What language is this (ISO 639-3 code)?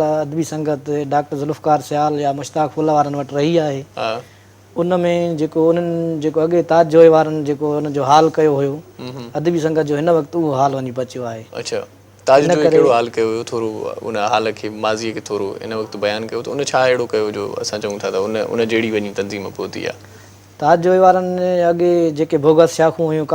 snd